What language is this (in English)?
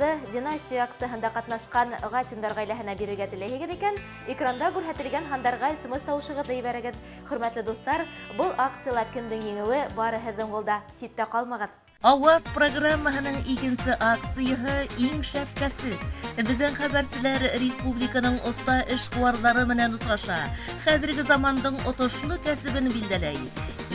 Bashkir